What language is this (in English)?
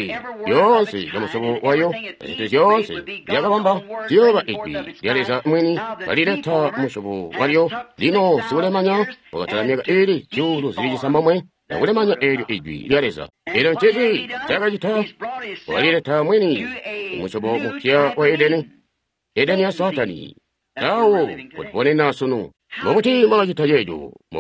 Tonga (Zambia)